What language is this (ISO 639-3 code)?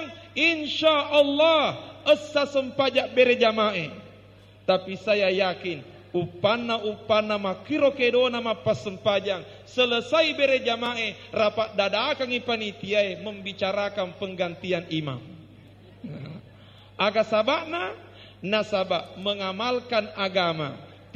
bug